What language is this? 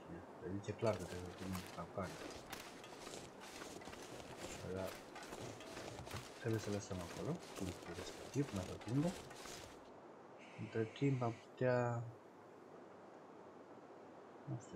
Romanian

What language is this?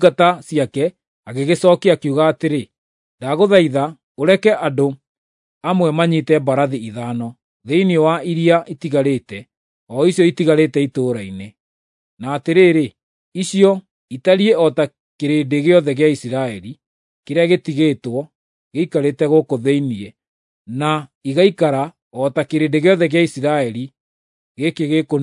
Kikuyu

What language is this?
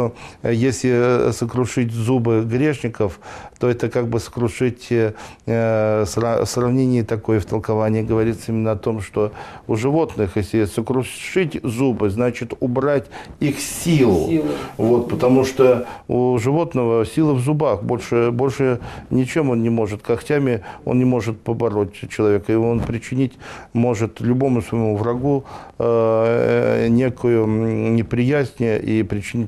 Russian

